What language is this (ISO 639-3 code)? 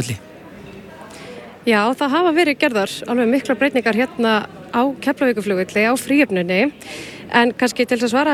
isl